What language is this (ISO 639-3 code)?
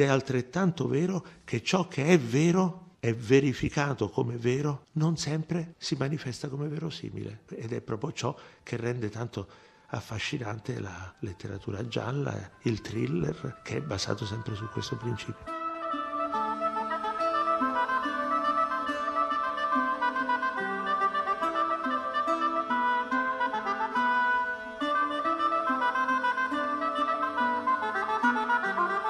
ita